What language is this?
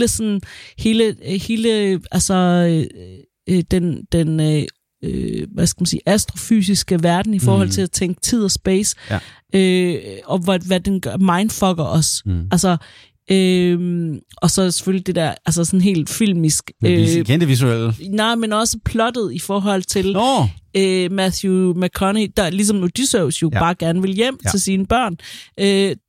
Danish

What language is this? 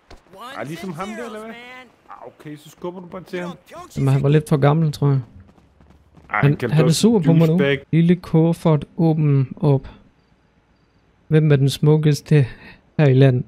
Danish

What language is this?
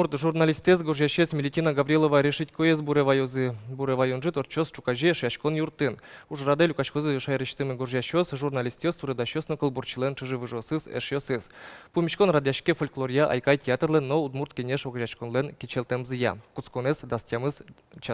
Udmurt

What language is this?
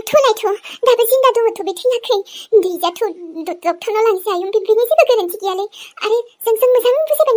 Bodo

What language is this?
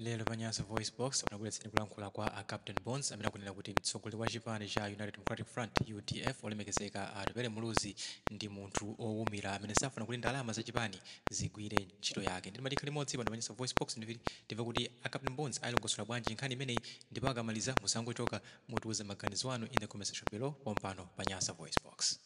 Nyanja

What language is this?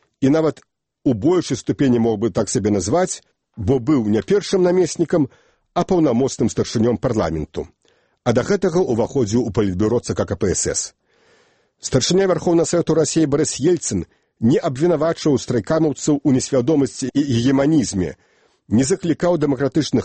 Belarusian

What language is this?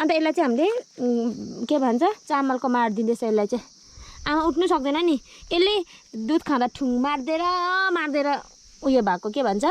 Nepali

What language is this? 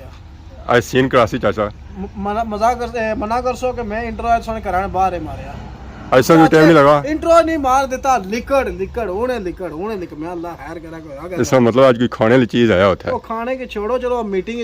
Pahari-Potwari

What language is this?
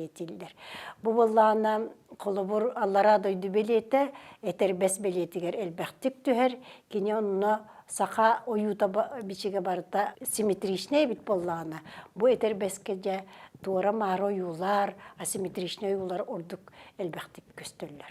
Yakut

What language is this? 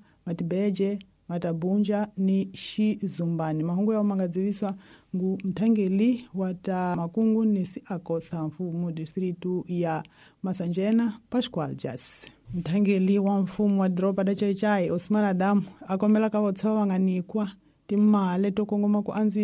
Tsonga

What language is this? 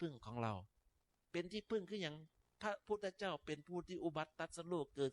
Northeastern Thai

